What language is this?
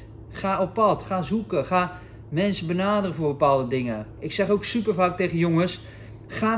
Dutch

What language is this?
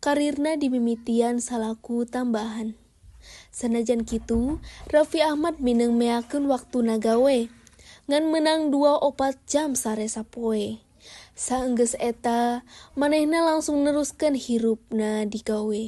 Sundanese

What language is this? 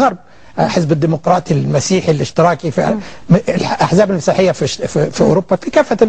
Egyptian Arabic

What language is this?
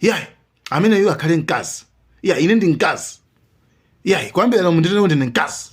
Nyanja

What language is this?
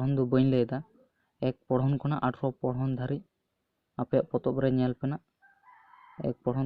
Santali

